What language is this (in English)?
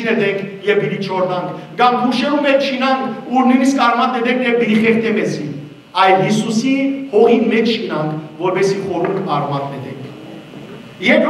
Western Armenian